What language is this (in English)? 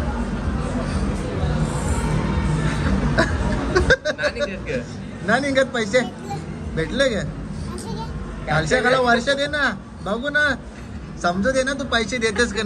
Marathi